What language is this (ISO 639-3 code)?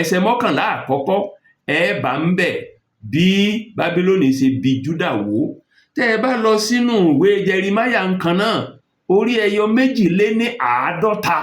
yor